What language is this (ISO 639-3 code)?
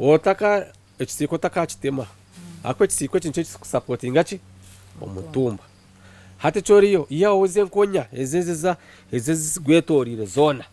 nyn